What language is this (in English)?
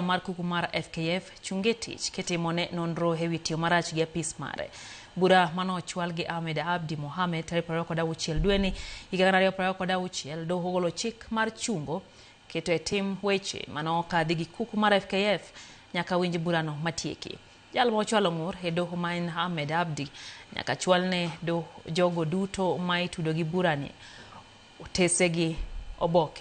Luo (Kenya and Tanzania)